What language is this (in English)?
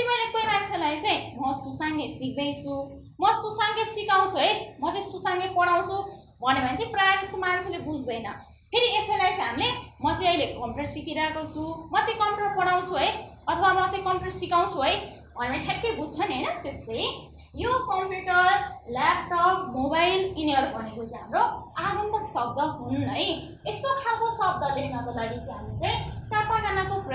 Nepali